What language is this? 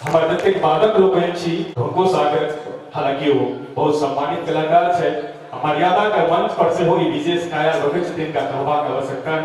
Maithili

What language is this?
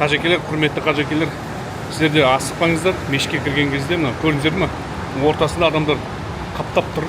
Kazakh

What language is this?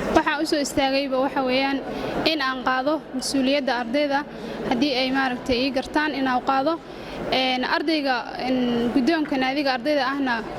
Somali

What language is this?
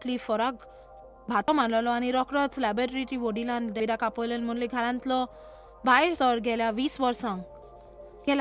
Konkani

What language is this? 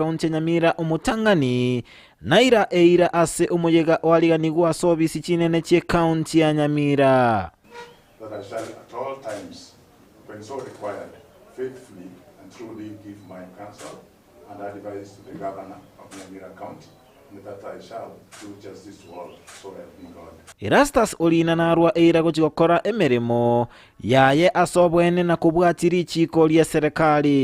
Gusii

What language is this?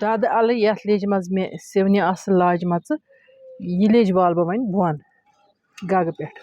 Kashmiri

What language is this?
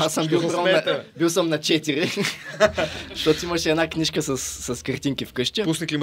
Bulgarian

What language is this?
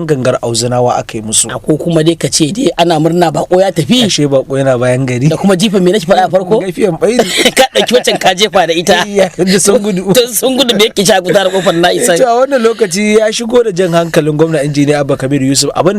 Hausa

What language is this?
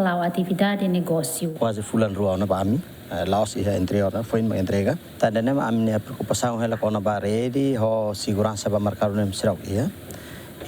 Tetum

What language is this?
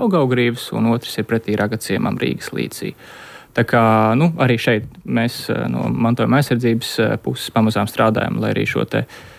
Latvian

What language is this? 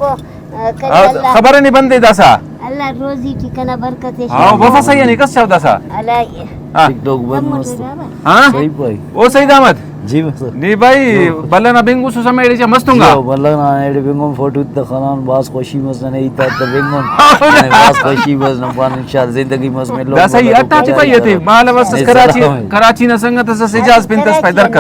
Brahui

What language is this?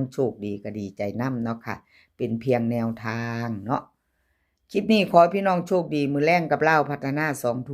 Northeastern Thai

